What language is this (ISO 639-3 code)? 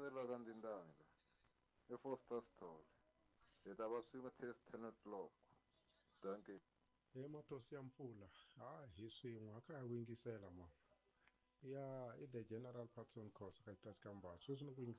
tso